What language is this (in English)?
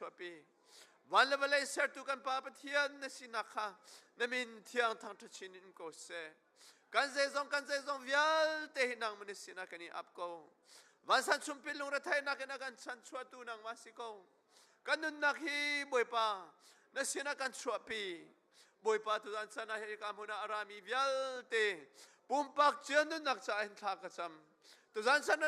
Hakha Chin